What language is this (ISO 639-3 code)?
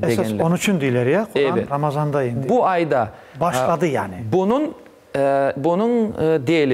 crh